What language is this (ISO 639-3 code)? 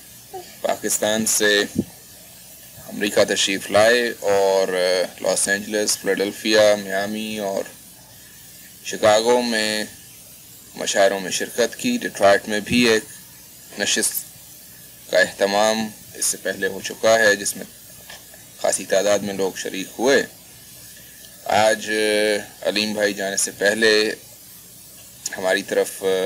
urd